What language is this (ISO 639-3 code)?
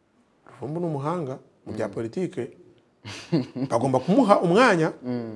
kin